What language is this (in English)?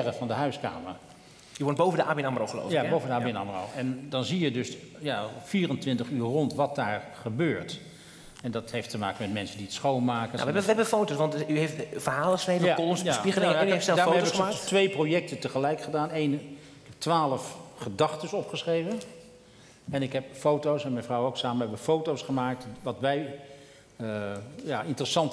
Dutch